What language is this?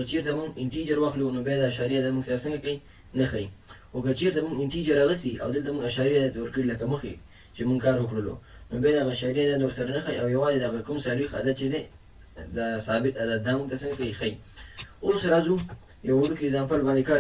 Pashto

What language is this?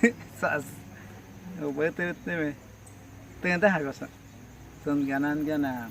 Awa-Cuaiquer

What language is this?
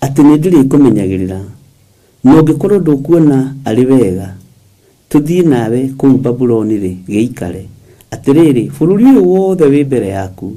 Kikuyu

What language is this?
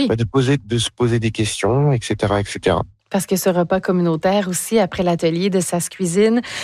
French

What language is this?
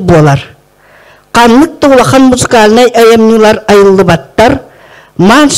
Yakut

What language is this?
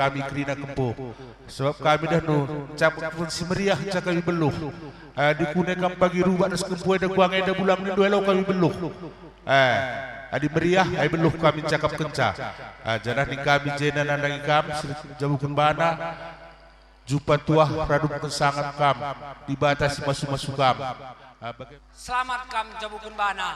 Batak Karo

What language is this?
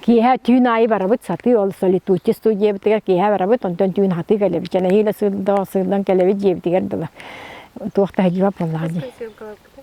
Yakut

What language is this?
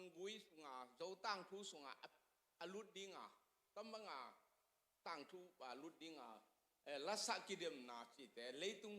Tedim Chin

